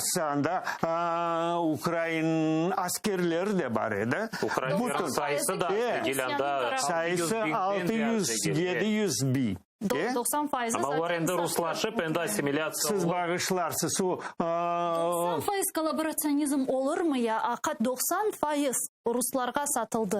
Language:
Crimean Tatar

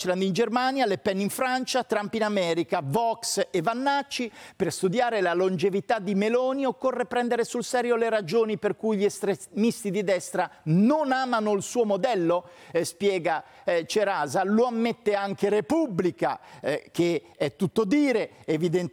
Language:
Italian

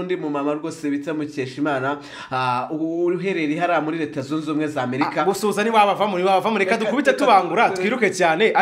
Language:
Kinyarwanda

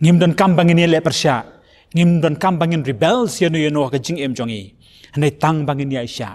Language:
Khasi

